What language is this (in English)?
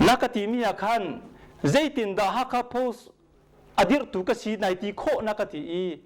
Hakha Chin